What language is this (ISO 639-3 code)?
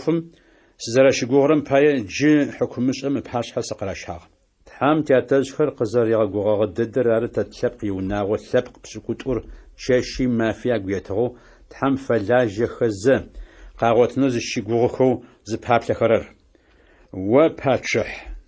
ady